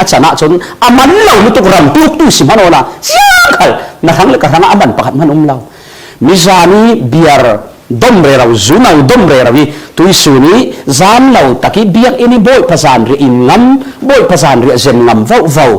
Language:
Falam Chin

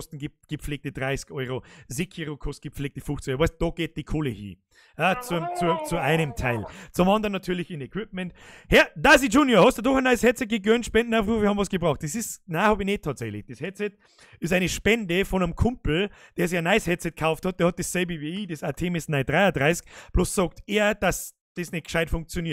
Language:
Bavarian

